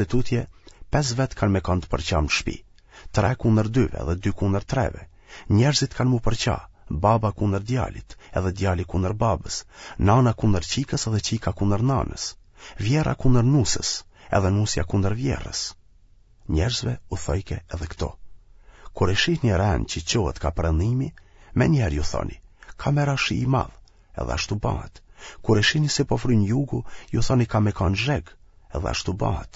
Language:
Albanian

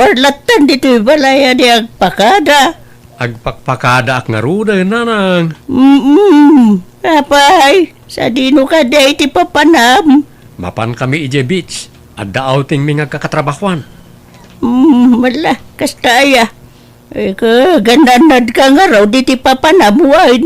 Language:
Iloko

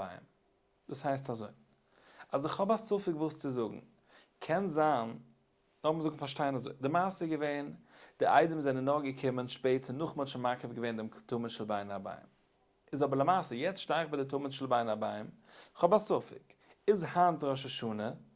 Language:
Yiddish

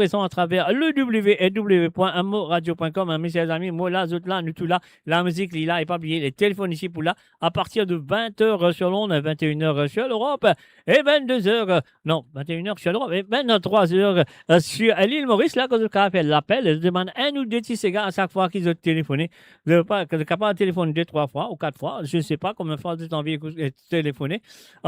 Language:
Morisyen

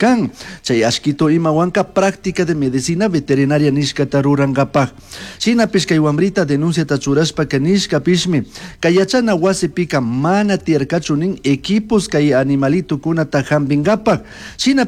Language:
Chimborazo Highland Quichua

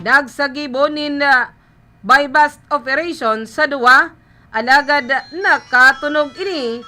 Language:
Bikol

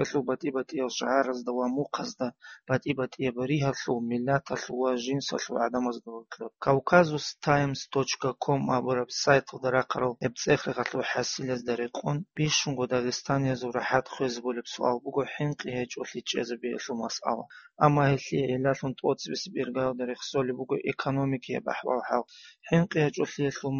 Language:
Avaric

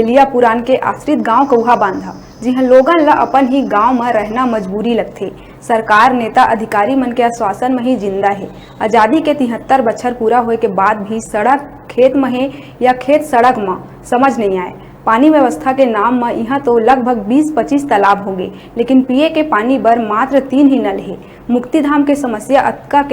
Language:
Chhattisgarhi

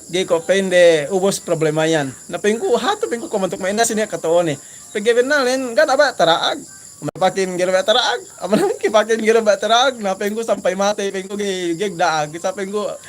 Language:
Yakan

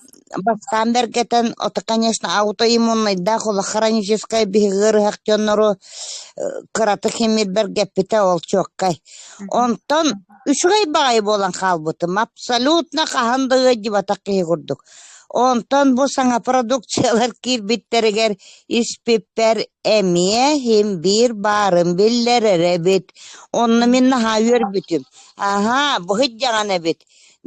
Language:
Yakut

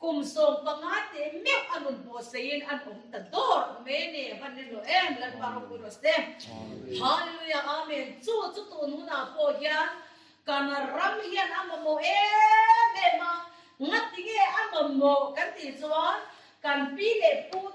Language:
Mizo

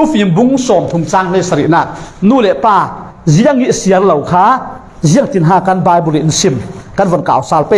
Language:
Falam Chin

